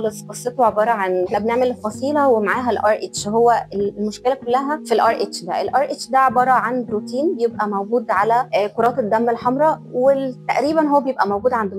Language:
Egyptian Arabic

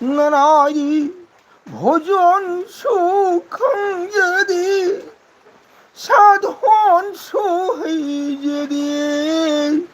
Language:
Manipuri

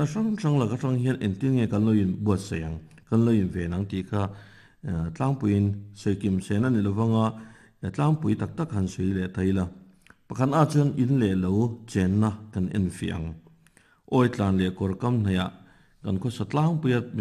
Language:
Mizo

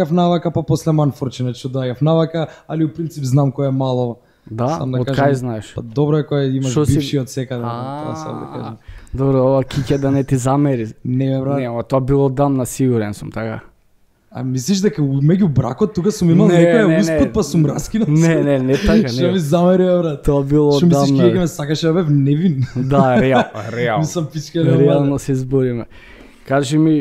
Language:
Macedonian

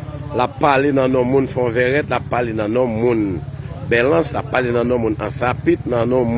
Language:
Haitian Creole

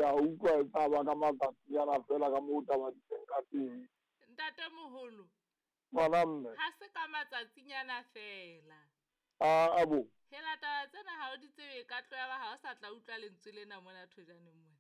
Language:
Southern Sotho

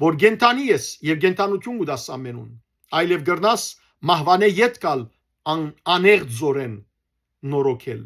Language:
Western Armenian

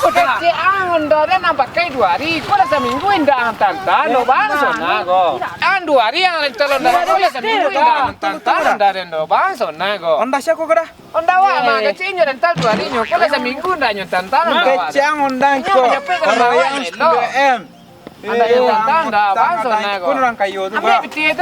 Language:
Minangkabau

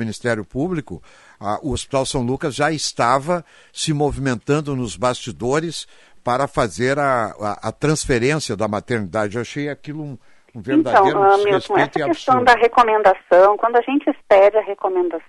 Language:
Portuguese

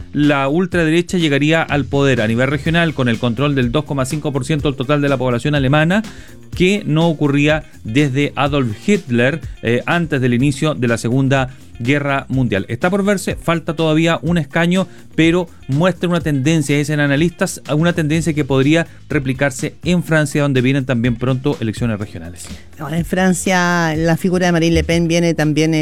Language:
Spanish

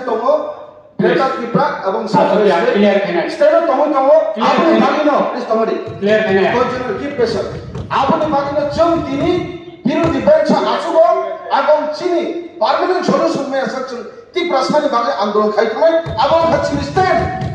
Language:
Kok Borok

